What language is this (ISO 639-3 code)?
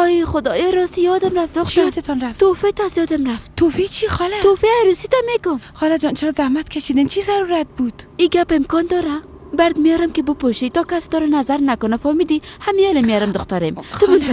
fas